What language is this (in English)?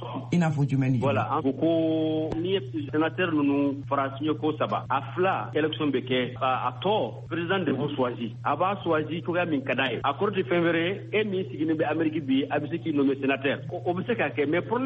Bambara